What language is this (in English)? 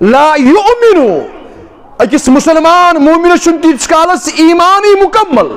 Kashmiri